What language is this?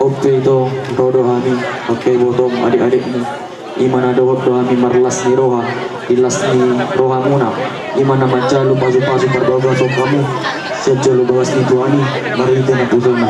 Batak Toba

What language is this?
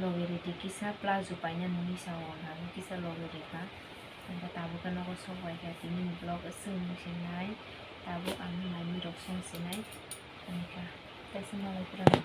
Kok Borok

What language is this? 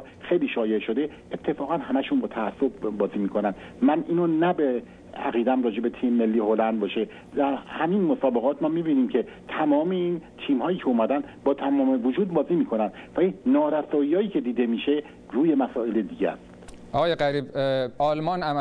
Persian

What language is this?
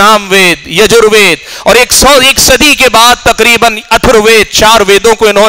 Urdu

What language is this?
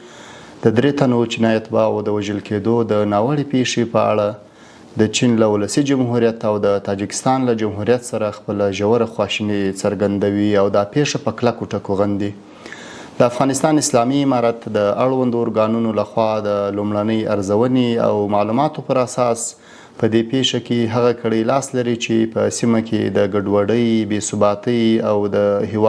Pashto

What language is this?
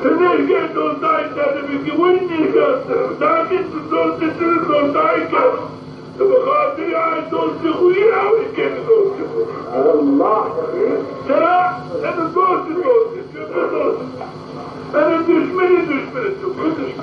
Zaza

